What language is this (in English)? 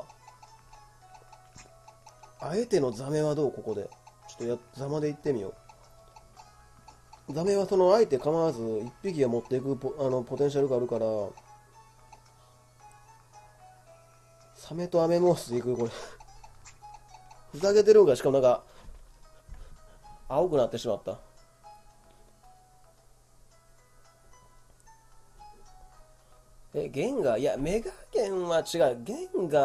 Japanese